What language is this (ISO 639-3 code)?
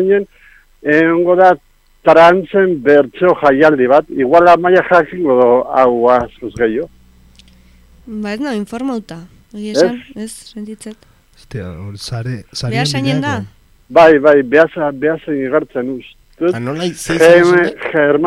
eus